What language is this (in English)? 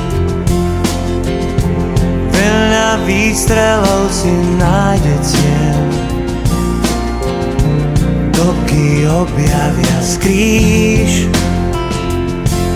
Slovak